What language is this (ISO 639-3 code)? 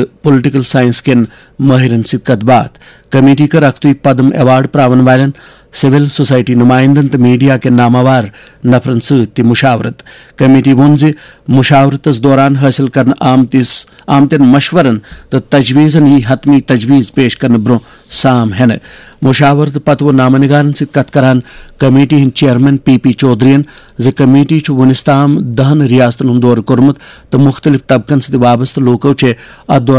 kas